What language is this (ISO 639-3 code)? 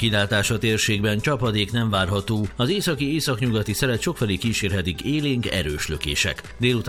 hun